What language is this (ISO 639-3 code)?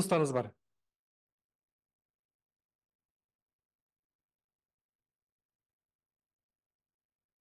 kaz